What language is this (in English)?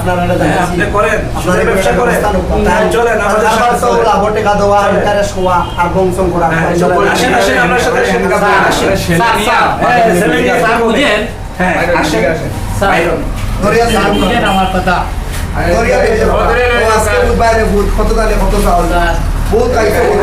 Sylheti